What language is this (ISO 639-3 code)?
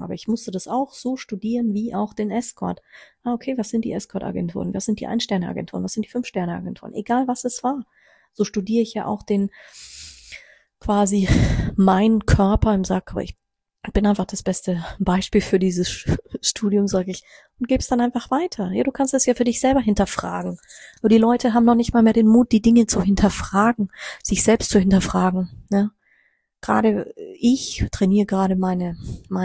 deu